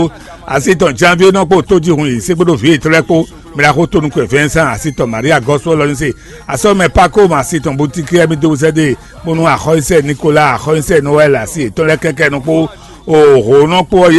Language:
Fon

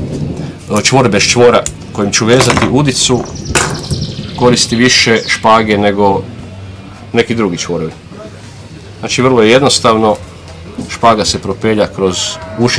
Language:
Croatian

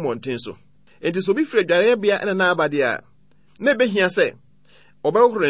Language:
Akan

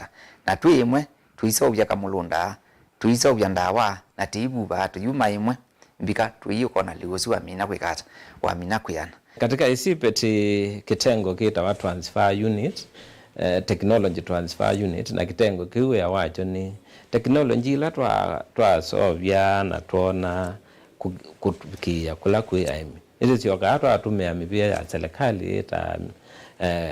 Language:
Kamba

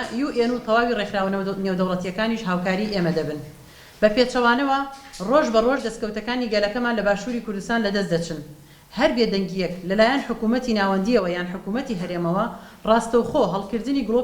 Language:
Central Kurdish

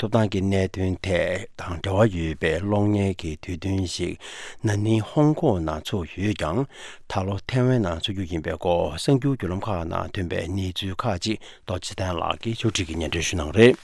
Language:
Tibetan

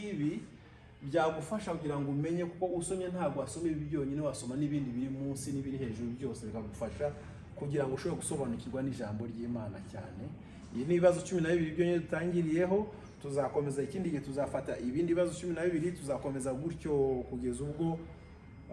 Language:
Kinyarwanda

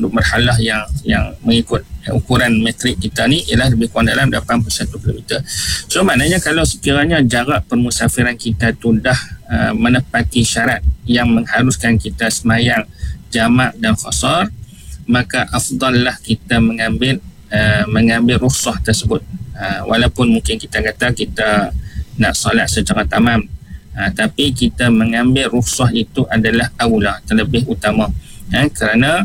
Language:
Malay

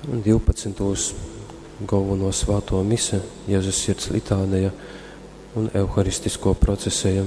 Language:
Latgalian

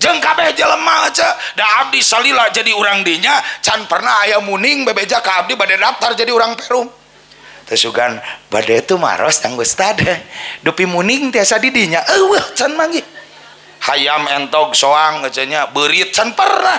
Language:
Sundanese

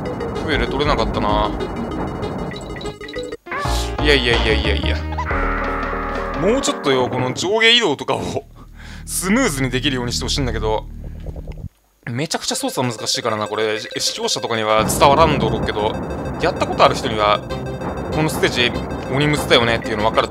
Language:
Japanese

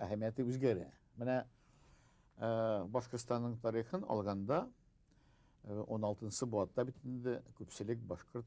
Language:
Bashkir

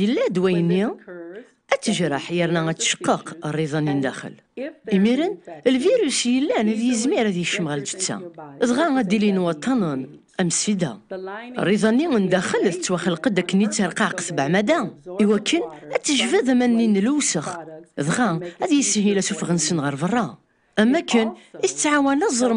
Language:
Kabyle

